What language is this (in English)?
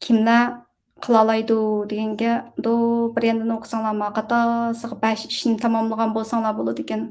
Uyghur